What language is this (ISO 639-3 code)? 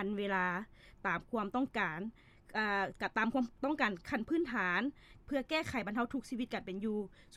lao